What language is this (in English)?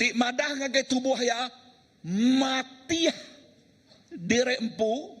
Iban